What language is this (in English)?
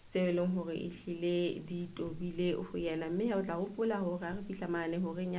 Southern Sotho